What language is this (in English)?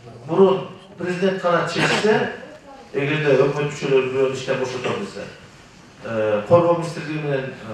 Kyrgyz